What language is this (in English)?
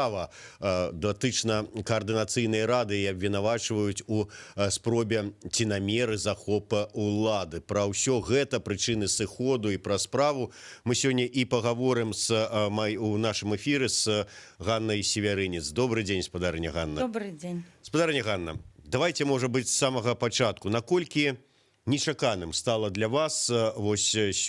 Belarusian